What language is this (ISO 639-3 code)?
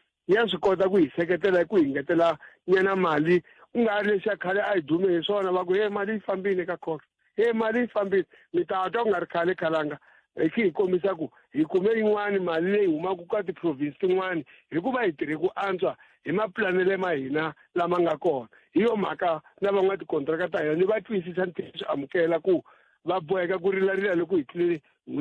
tso